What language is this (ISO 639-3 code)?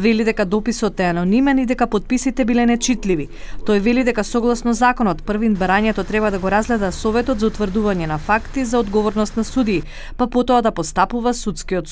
mkd